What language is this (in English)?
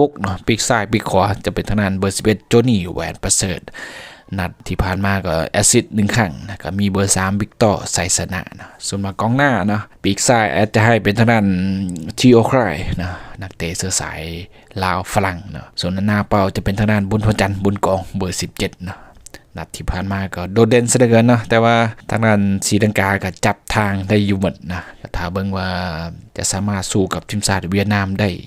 Lao